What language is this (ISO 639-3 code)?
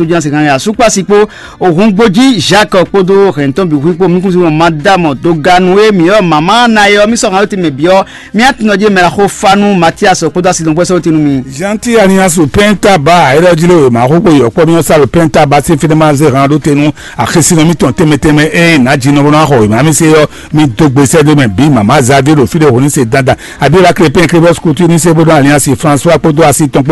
fon